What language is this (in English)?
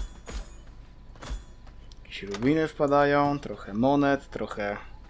Polish